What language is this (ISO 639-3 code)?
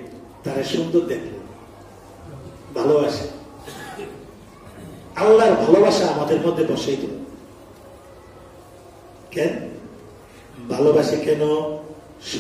ben